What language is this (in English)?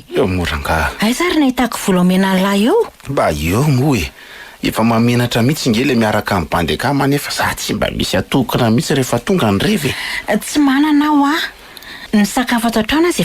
Malagasy